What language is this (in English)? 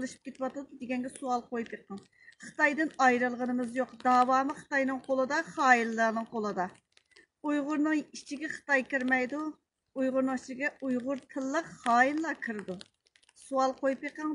Uyghur